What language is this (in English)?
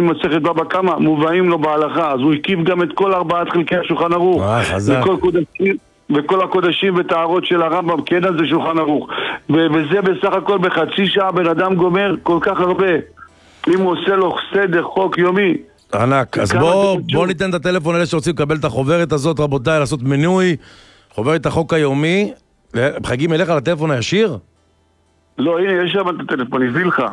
Hebrew